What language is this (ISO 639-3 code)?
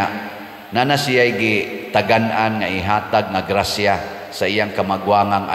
ceb